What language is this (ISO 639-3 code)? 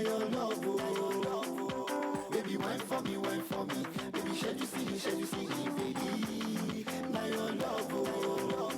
pcm